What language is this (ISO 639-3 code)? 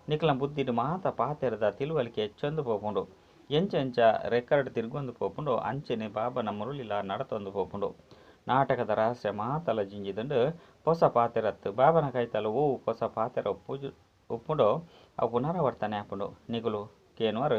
tcy